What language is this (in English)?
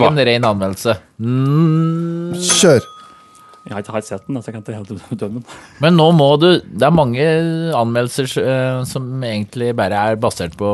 Norwegian